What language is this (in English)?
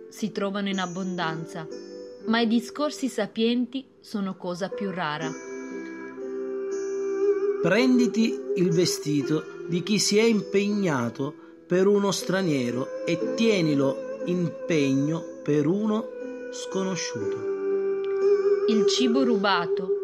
Italian